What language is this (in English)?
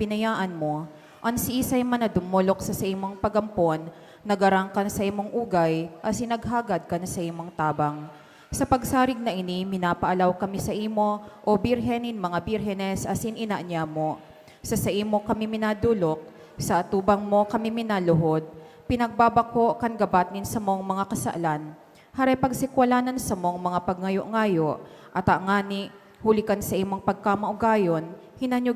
Bikol